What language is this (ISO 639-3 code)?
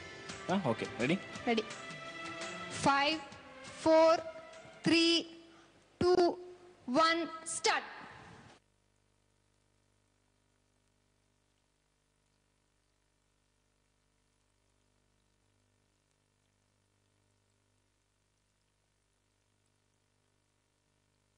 tam